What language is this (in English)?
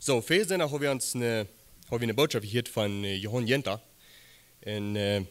Plautdietsch